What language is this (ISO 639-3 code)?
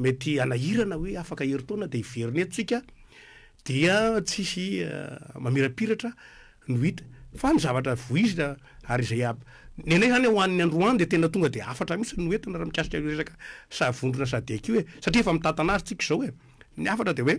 mlg